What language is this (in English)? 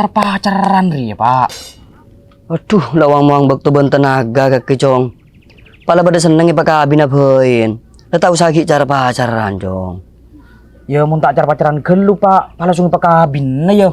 Madurese